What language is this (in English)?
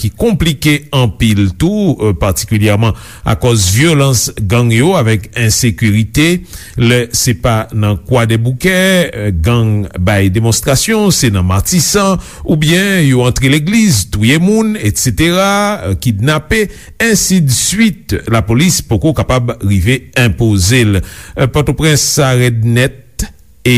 Haitian Creole